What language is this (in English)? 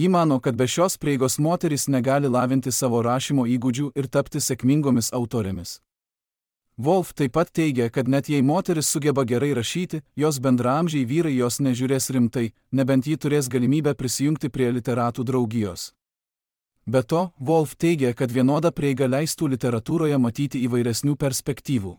Lithuanian